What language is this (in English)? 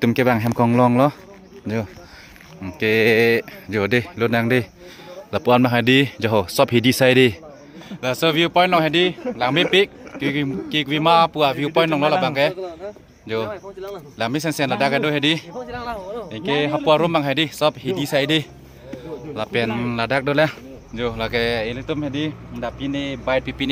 Karbi